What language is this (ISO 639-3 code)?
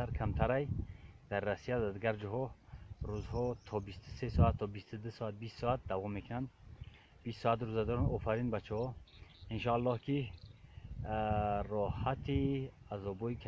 tgk